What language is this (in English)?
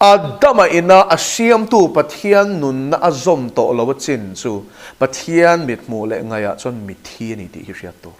Mizo